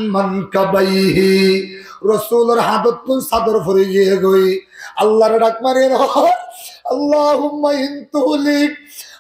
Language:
Rohingya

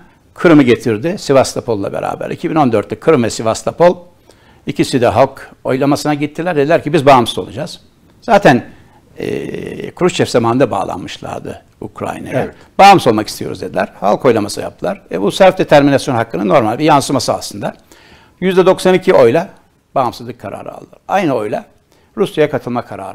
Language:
Turkish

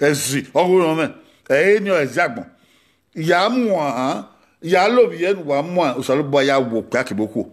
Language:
Bini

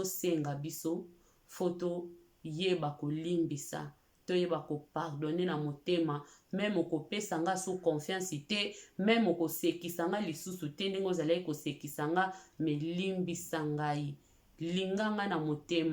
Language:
Lingala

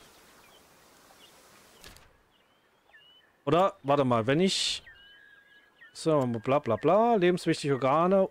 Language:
German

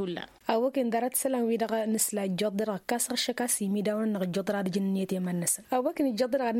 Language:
Tamasheq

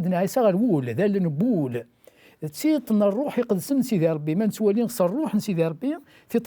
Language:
Kabyle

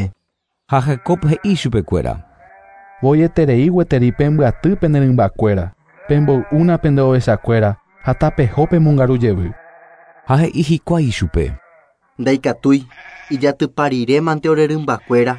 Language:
Guarani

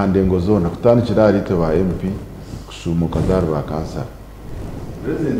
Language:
Nyankole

